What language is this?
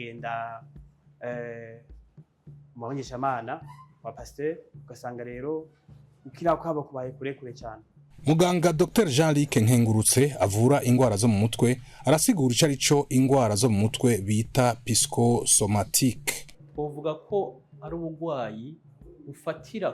Rundi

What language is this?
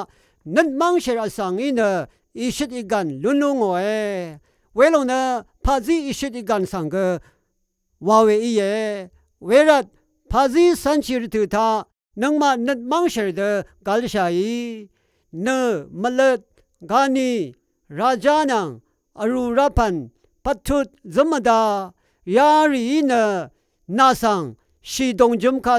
Rawang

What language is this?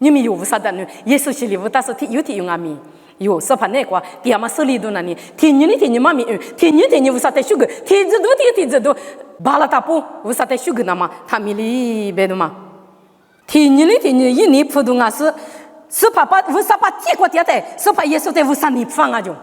Lisu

